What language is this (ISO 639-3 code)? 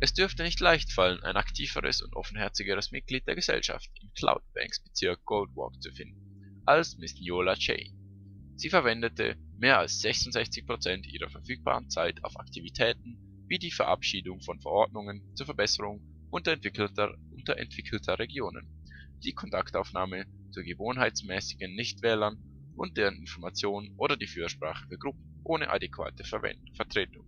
gsw